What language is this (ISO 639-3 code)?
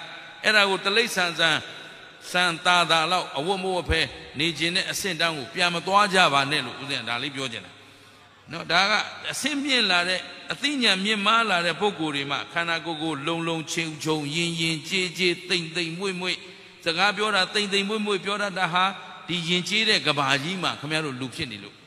mya